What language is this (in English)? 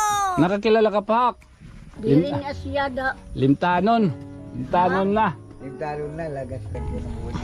Waray